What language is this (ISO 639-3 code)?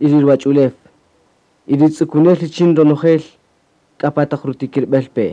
cak